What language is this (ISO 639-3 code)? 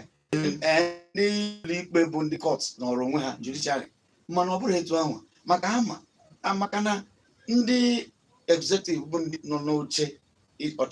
ibo